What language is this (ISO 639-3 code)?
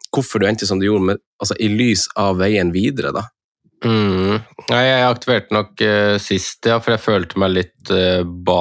nor